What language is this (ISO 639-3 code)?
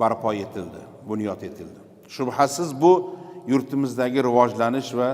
uzb